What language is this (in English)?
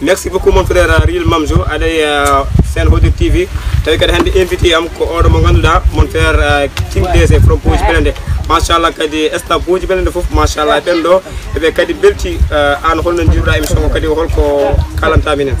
Pular